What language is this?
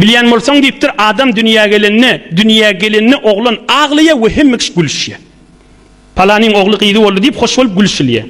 Turkmen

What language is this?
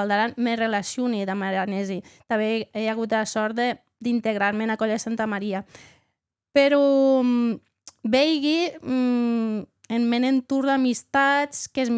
Occitan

